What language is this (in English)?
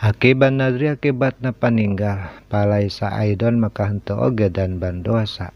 Sundanese